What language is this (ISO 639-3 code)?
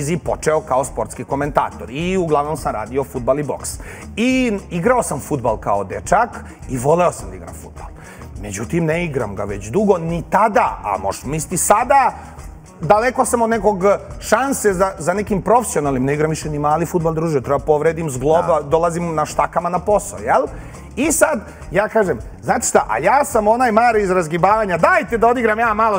srp